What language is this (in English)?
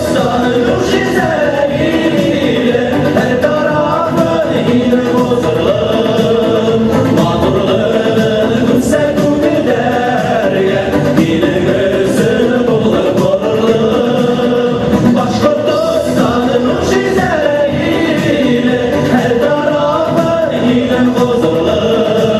Bashkir